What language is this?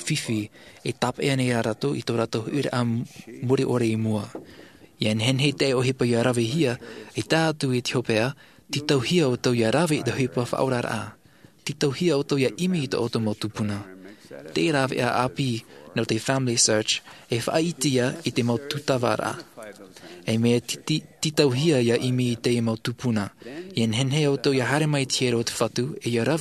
Tahitian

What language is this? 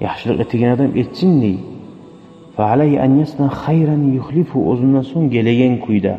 Kumyk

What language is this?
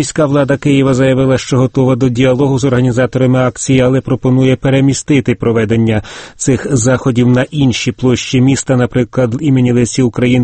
Ukrainian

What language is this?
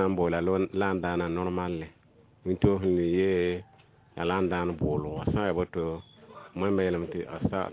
Mossi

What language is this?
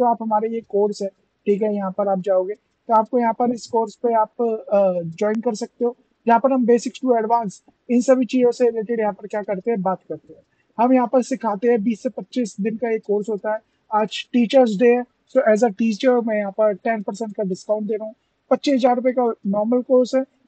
Hindi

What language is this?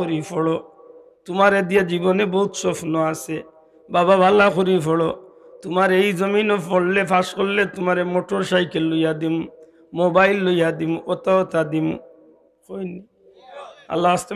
Sylheti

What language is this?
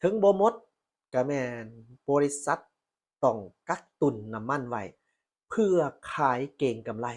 Lao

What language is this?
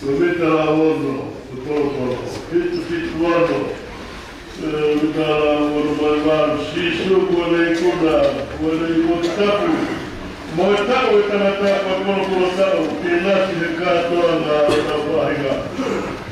Tongan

